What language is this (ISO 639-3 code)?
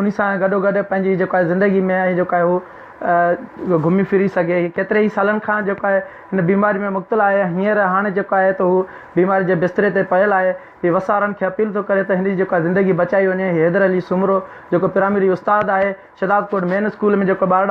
snd